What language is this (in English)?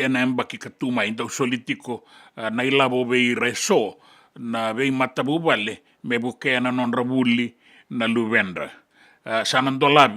Fijian